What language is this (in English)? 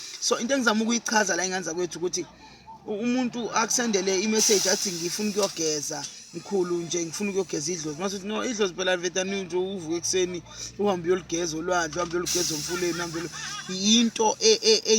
Zulu